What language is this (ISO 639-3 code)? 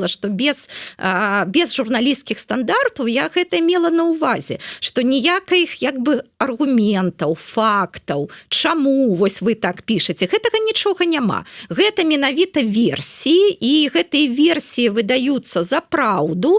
bel